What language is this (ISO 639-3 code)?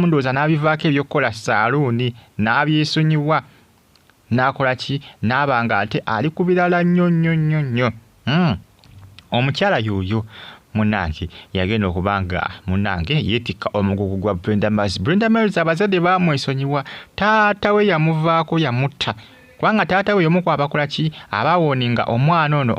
lug